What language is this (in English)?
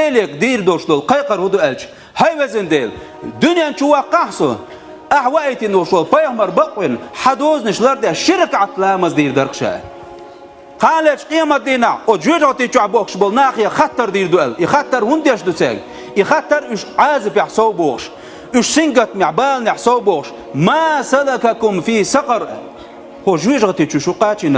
Chechen